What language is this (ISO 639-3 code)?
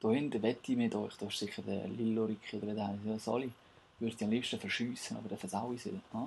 gsw